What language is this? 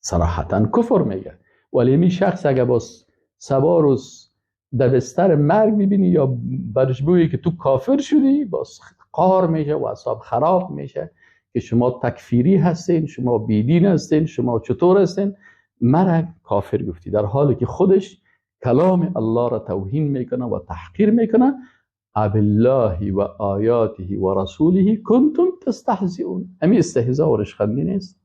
Persian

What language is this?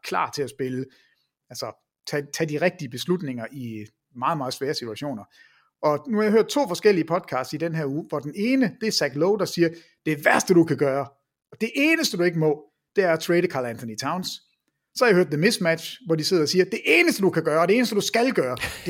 Danish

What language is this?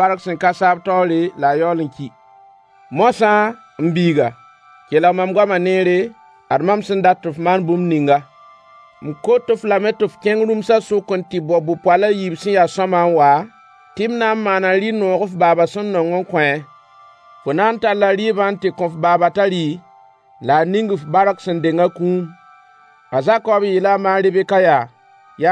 Mossi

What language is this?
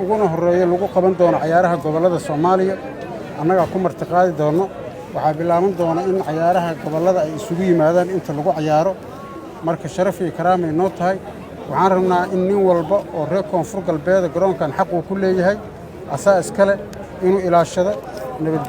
Somali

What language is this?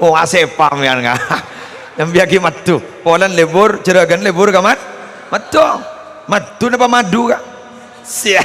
Madurese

